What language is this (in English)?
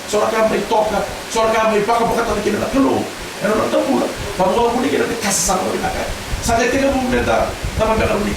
Fijian